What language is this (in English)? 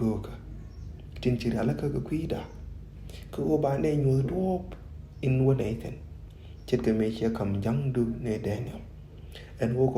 Nuer